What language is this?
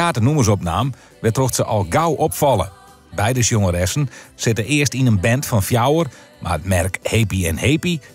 Western Frisian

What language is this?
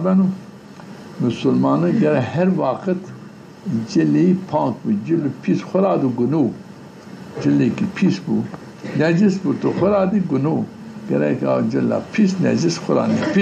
Zaza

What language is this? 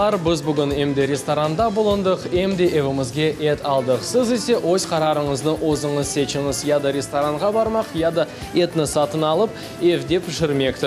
Crimean Tatar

